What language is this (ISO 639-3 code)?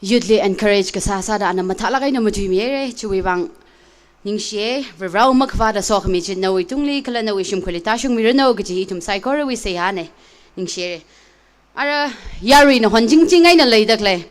nmf